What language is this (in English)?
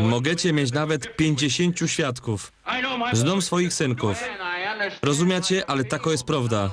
Silesian